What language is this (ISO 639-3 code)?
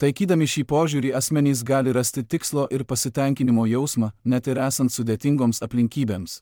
lit